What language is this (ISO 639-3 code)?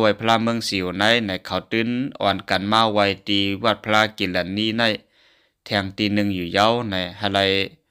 shn